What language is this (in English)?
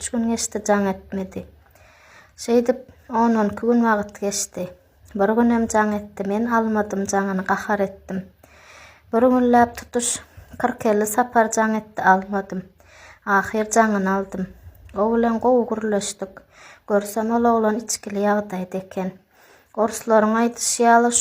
Turkmen